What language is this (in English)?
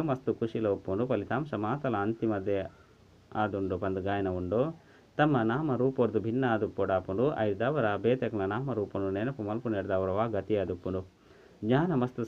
Tulu